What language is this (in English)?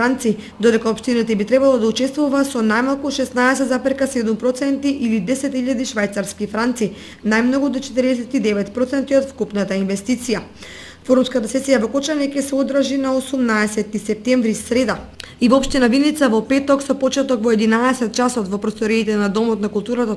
Macedonian